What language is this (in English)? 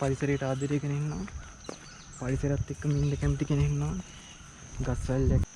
Sinhala